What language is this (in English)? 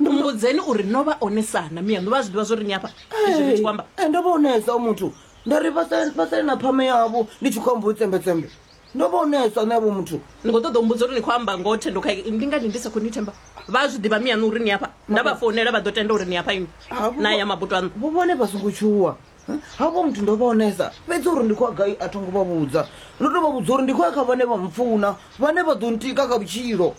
Venda